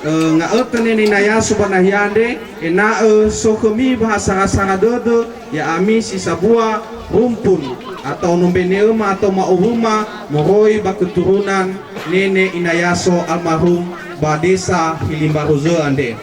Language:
Nias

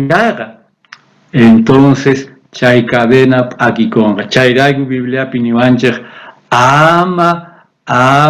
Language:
South Bolivian Quechua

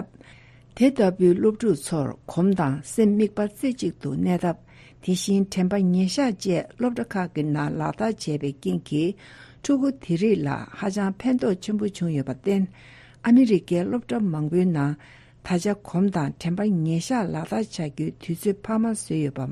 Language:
Tibetan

